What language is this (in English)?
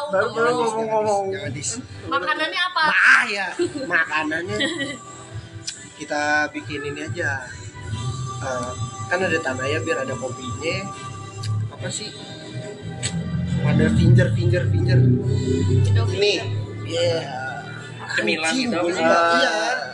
Indonesian